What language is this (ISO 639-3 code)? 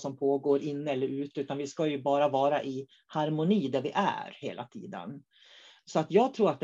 swe